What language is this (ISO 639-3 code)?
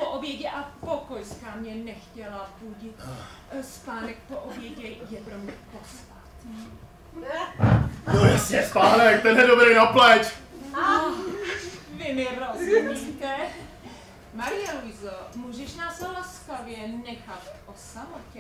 ces